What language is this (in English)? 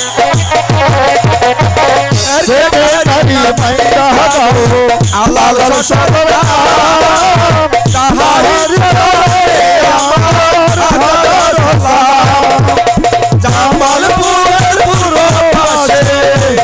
Bangla